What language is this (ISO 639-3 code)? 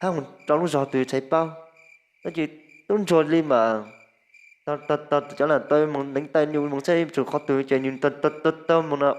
hmn